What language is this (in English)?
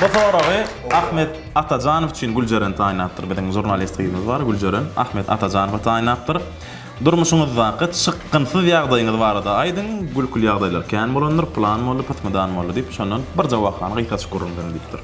Turkmen